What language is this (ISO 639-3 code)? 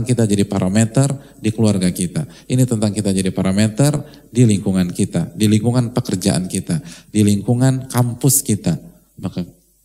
ind